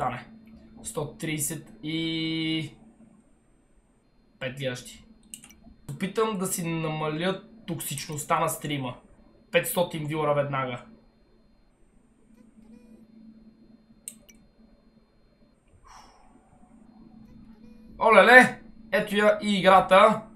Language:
Bulgarian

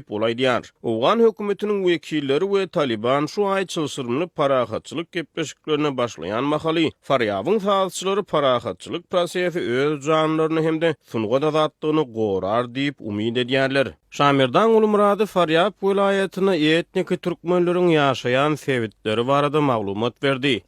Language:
Turkmen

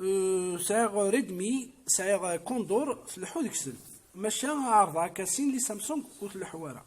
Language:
Kabyle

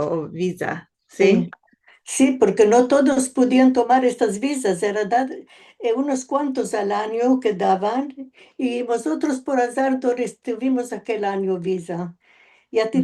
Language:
Ladino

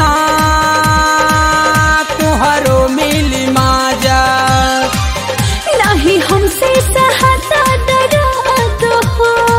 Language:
Bhojpuri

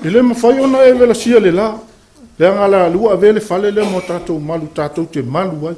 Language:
Samoan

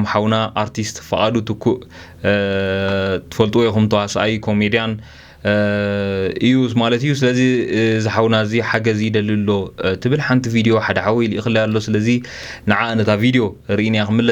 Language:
Tigrinya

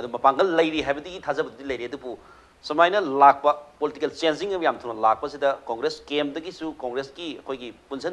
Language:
Manipuri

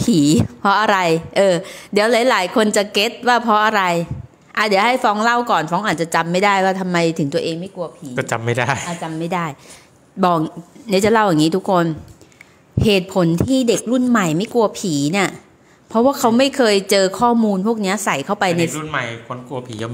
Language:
Thai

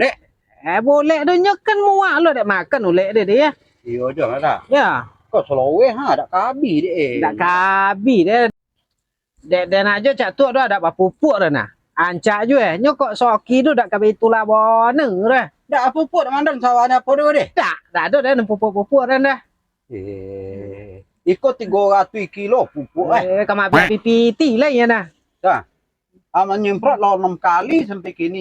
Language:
Minangkabau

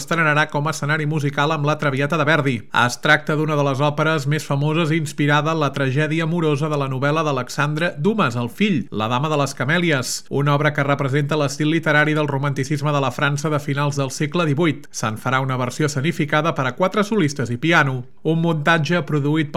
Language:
Catalan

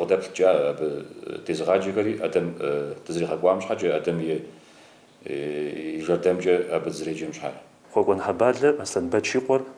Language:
Kabardian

